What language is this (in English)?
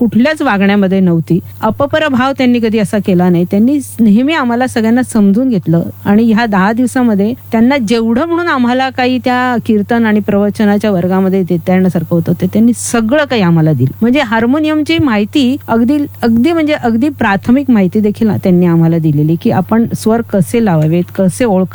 Marathi